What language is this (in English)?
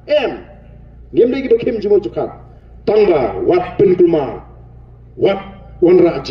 Khasi